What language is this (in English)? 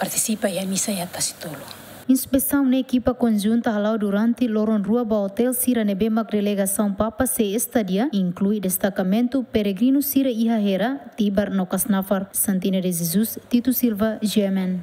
Tetum